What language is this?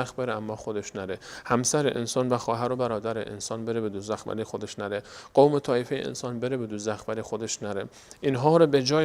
Persian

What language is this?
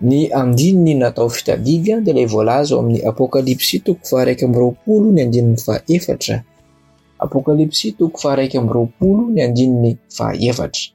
Malagasy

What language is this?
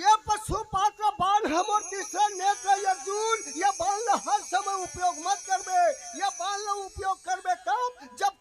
Chhattisgarhi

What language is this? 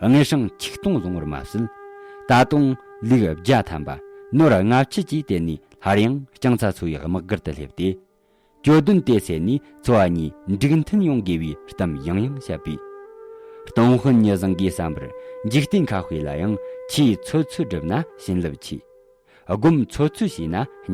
Tibetan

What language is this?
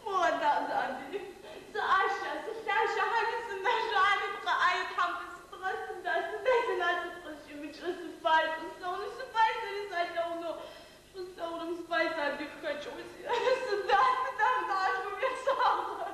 Adyghe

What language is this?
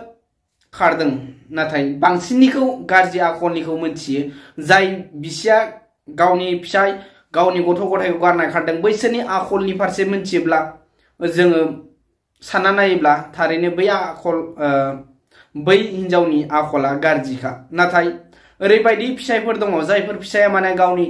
Bodo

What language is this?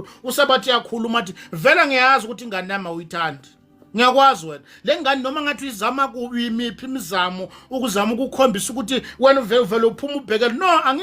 Zulu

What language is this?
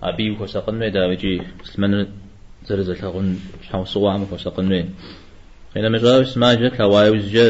Kabardian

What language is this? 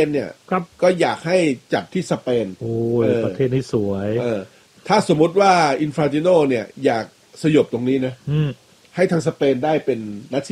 Thai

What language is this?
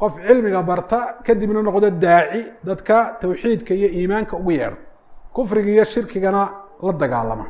Somali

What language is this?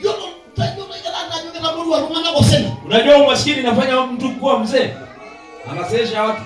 Masai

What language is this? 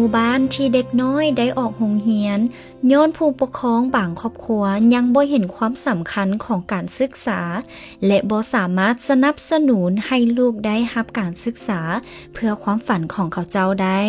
Lao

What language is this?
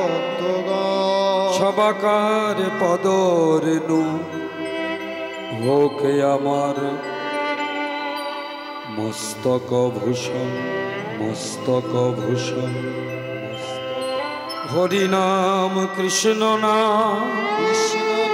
Bangla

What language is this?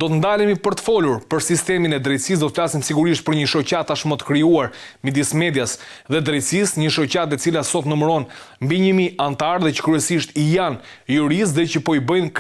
Albanian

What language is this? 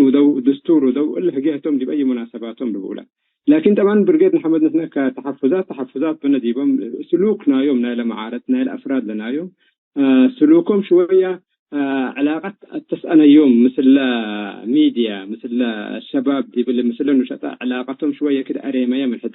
Tigre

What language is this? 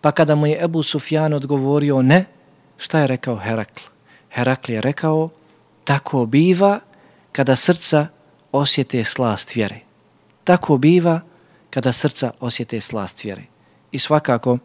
Bosnian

